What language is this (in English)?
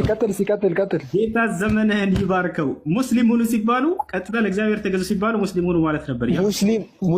Amharic